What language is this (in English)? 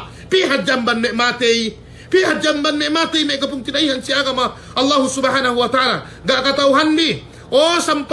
Yakan